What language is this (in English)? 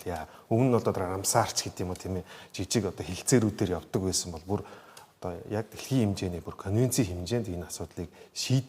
Mongolian